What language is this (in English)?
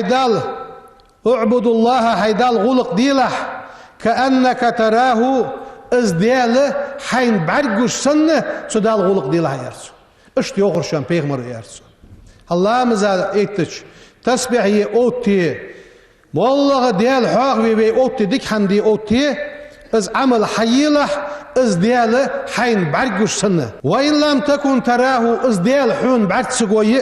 Ingush